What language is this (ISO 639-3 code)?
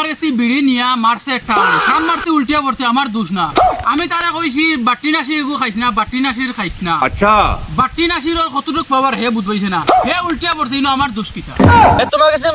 syl